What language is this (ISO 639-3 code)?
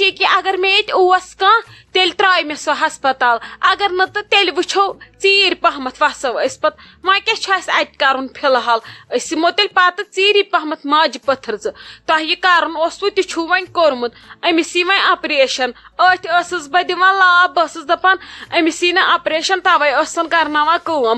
kas